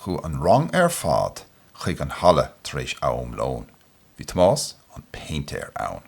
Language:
Irish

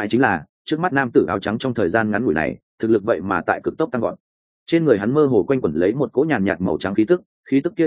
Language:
Vietnamese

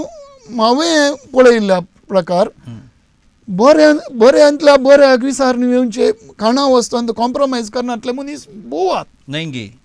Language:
Konkani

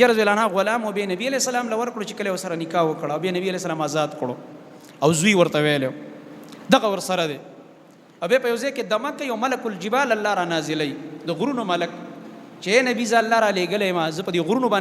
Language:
Pashto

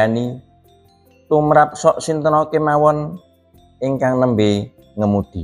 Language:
Javanese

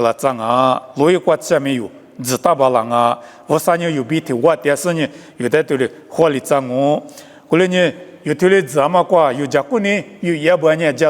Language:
Lisu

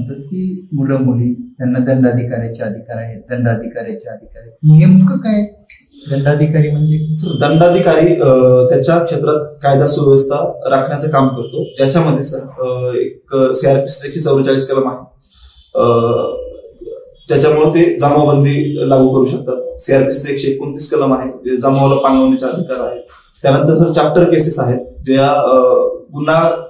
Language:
Marathi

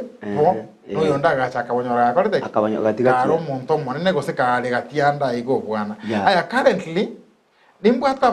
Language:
Gusii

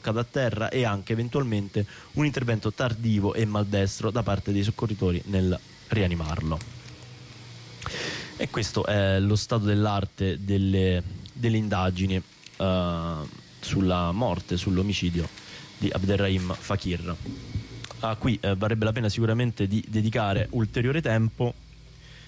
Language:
Italian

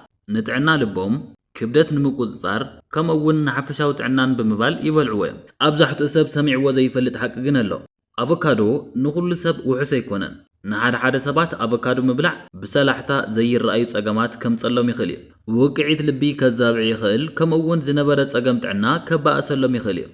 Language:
Tigrinya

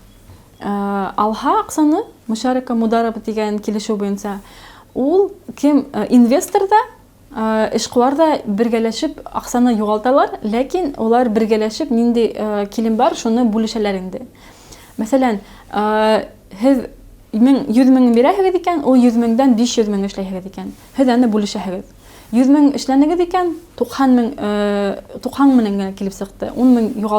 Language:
Bashkir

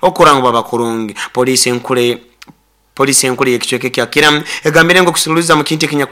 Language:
Nyoro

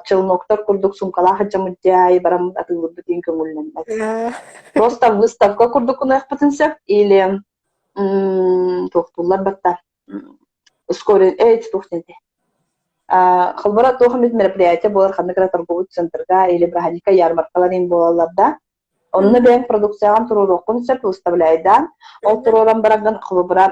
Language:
Yakut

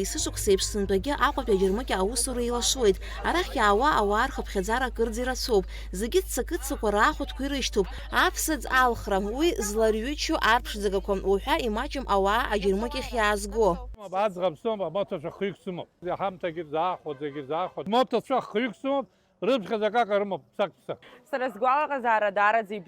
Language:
Abkhazian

